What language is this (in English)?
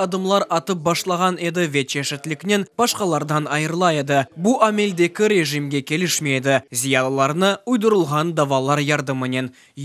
Crimean Tatar